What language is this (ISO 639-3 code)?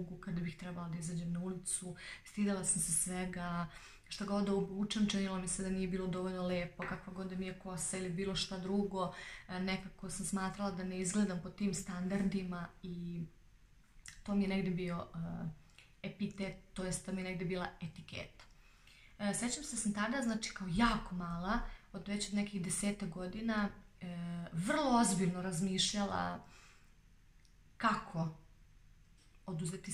srp